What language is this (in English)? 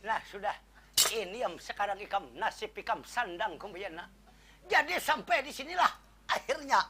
Banjar